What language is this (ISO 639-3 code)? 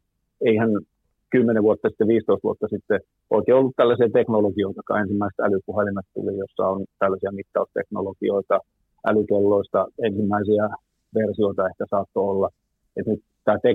fin